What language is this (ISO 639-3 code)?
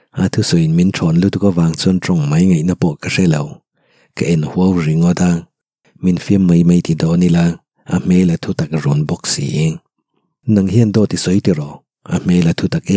lus